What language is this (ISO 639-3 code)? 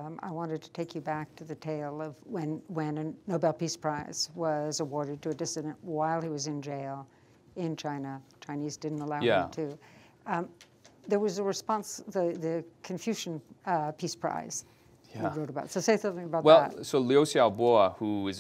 eng